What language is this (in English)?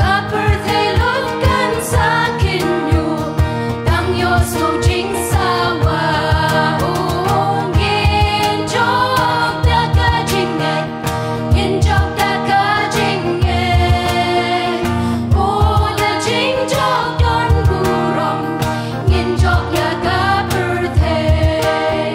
Khasi